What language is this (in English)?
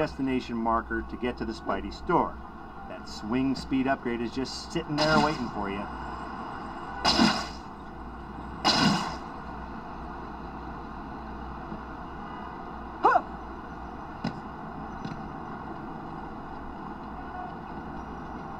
English